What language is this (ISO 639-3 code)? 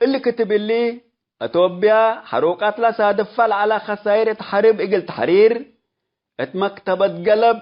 tig